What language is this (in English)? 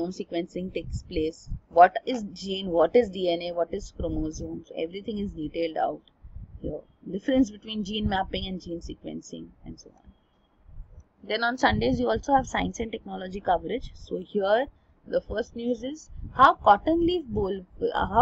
English